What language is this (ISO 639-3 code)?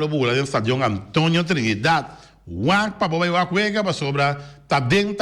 pap